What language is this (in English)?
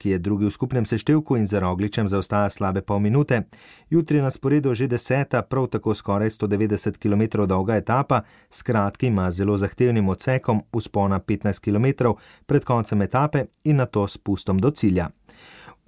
Slovenian